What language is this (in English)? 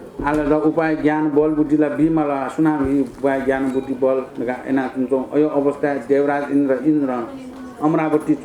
Newari